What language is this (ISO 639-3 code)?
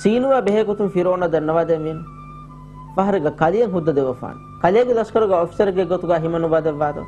div